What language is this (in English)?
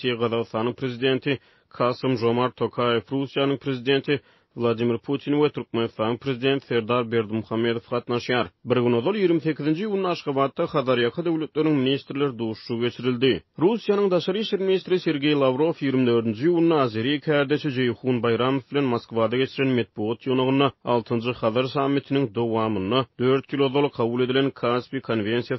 Turkmen